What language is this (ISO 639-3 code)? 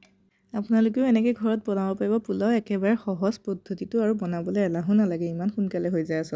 asm